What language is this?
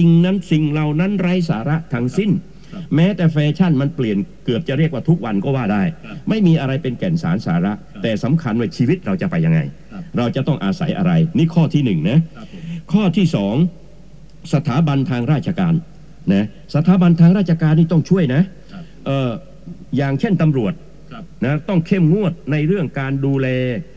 Thai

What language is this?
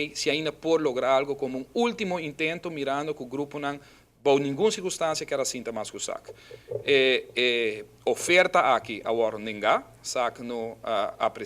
Papiamento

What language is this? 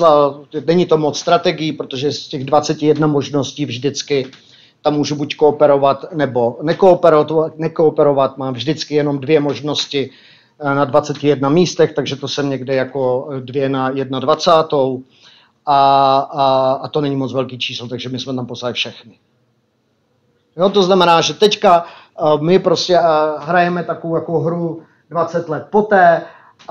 Czech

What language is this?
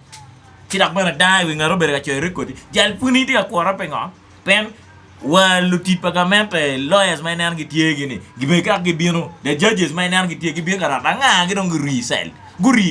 Acoli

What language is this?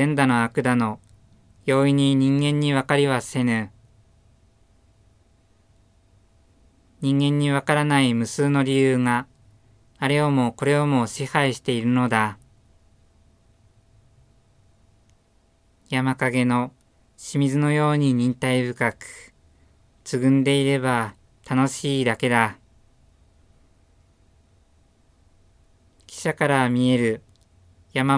Japanese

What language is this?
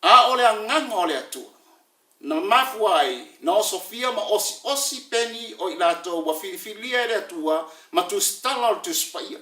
Samoan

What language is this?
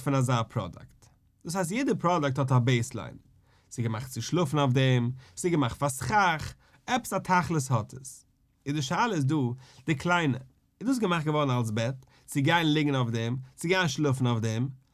Yiddish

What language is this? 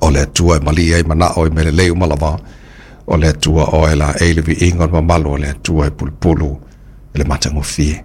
Samoan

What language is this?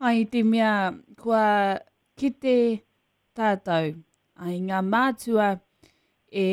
Māori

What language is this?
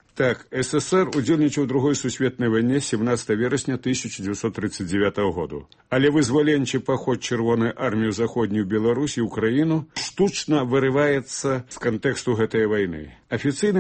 Belarusian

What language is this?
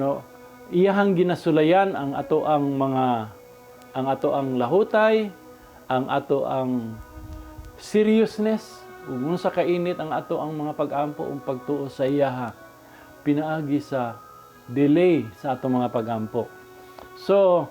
Cebuano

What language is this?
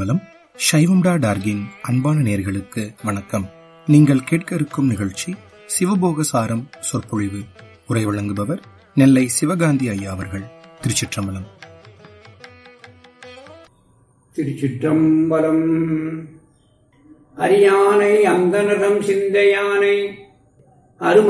Tamil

